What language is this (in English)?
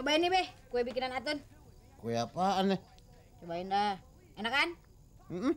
Betawi